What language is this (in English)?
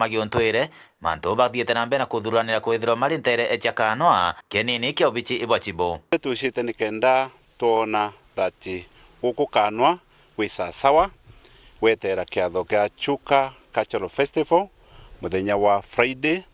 Meru